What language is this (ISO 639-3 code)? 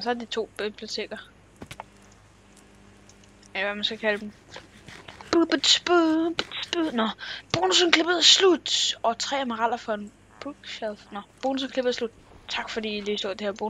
dan